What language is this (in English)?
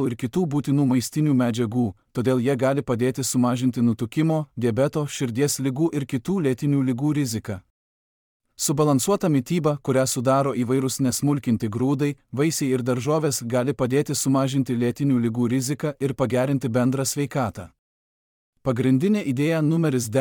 Lithuanian